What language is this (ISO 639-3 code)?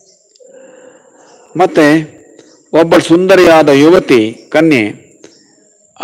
kan